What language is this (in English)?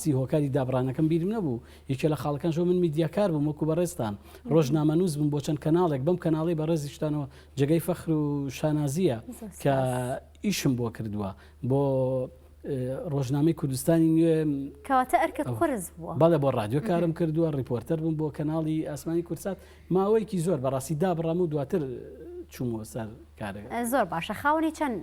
Central Kurdish